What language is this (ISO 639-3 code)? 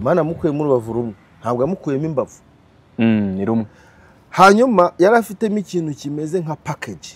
kin